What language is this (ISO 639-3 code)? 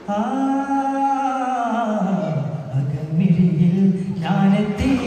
mal